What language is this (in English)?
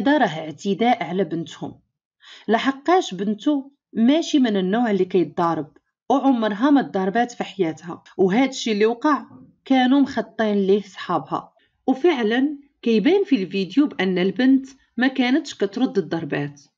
Moroccan Arabic